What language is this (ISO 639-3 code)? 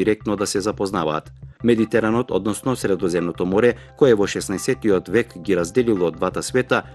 mkd